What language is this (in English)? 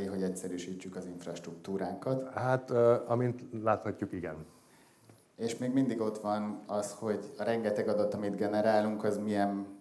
Hungarian